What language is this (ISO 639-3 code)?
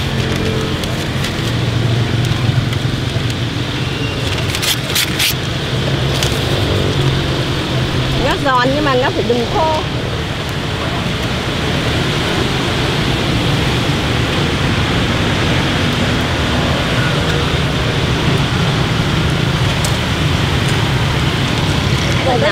vie